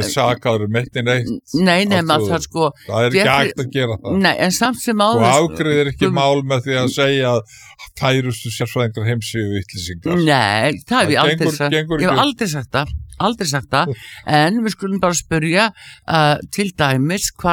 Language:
Icelandic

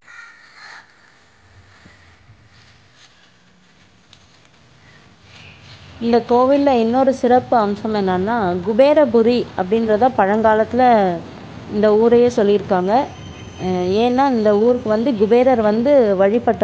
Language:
Tamil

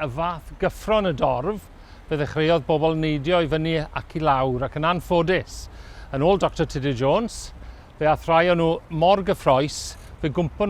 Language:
Welsh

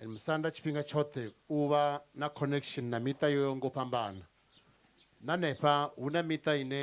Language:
Venda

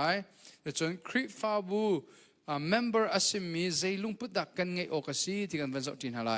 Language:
Hakha Chin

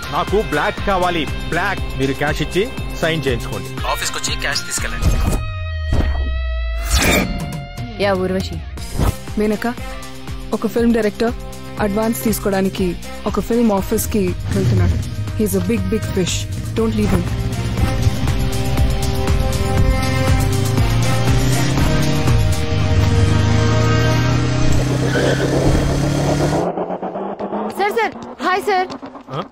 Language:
Telugu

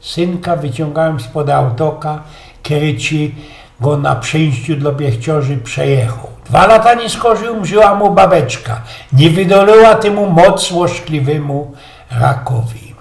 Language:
Silesian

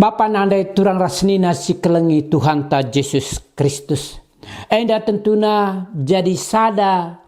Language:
Batak Karo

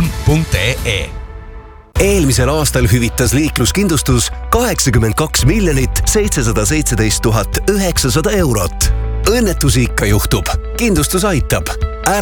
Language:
Estonian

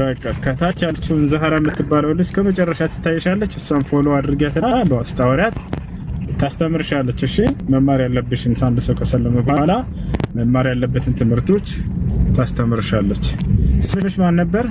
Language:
Amharic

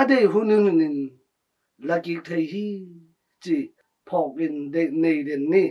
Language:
Tedim Chin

